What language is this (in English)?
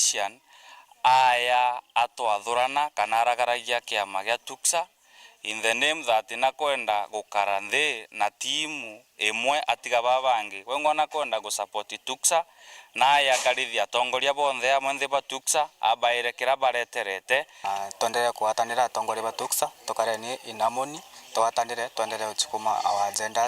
Meru